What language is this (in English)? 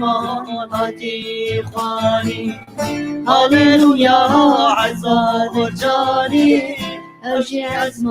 Kurdish